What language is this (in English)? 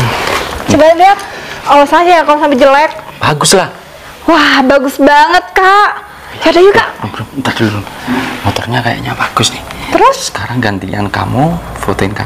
Indonesian